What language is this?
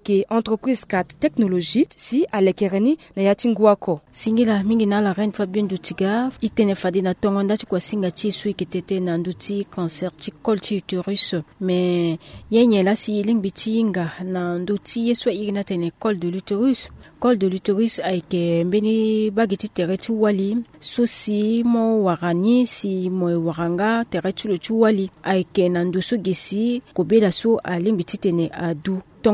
Sango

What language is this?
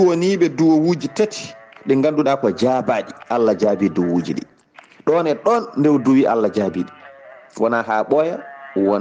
Fula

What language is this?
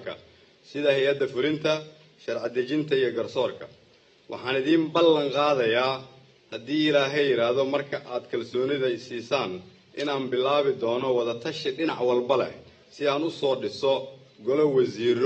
Somali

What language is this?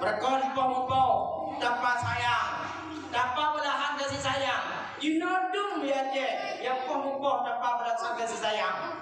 Achinese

